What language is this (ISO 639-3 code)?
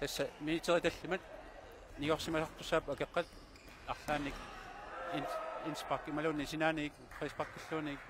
kal